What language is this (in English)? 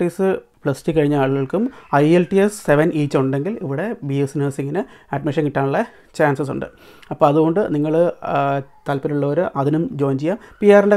Malayalam